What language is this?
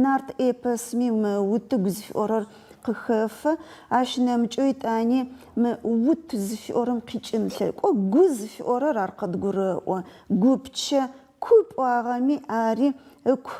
Adyghe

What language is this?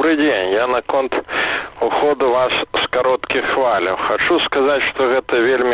Belarusian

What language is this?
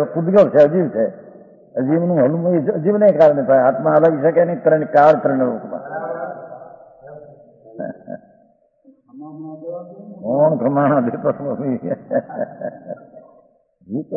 Gujarati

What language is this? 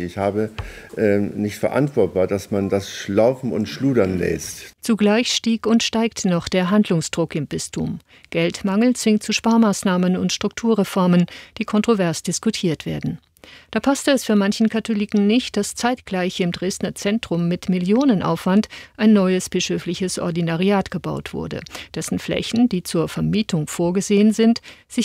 German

